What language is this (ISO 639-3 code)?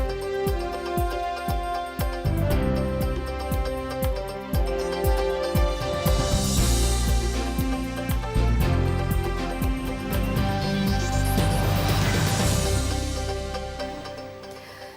udm